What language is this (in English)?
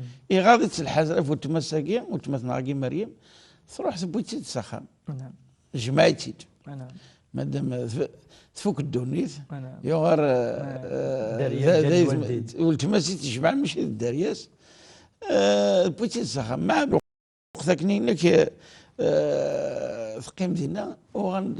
Kabyle